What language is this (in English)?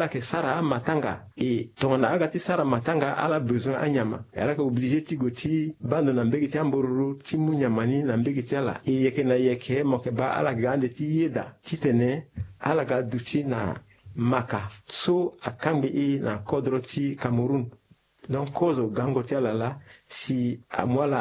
Sango